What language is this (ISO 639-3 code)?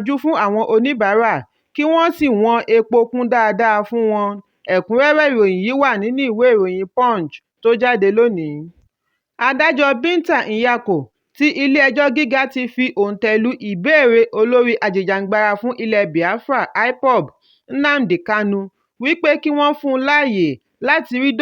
yor